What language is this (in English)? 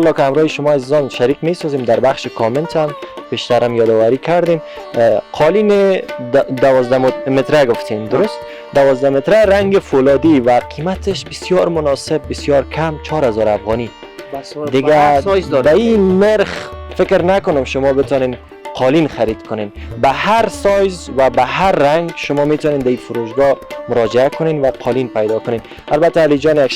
Persian